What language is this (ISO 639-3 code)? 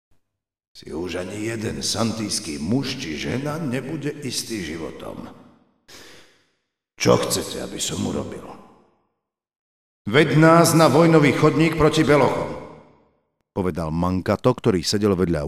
slk